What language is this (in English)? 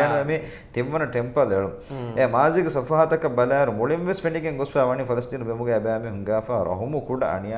Divehi